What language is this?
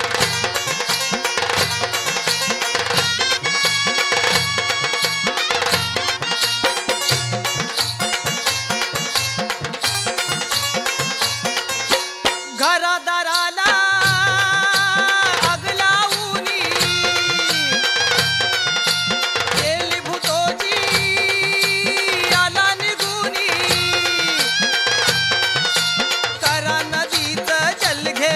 Marathi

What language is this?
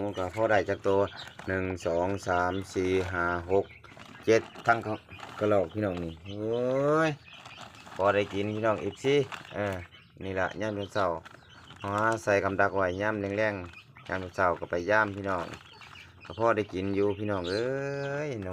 Lao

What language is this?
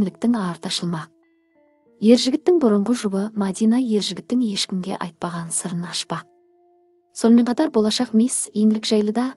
Kazakh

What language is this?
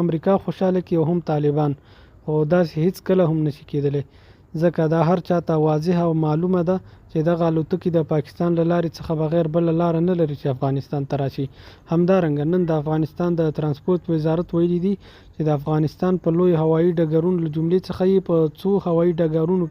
Pashto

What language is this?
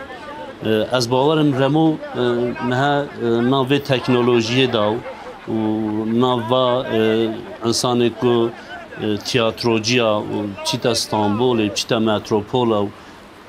Kurdish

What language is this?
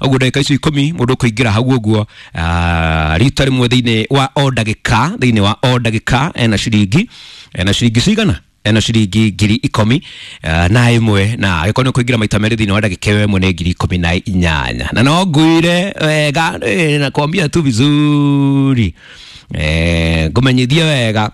Kikuyu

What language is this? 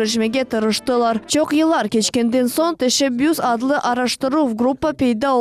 Crimean Tatar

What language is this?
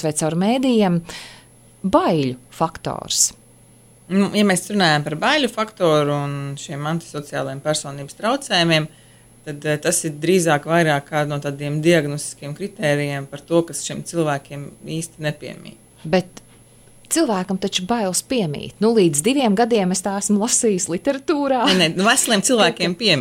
Latvian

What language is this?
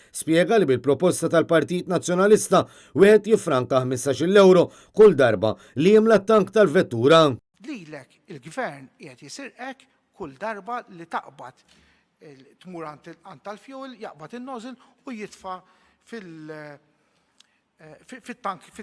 Maltese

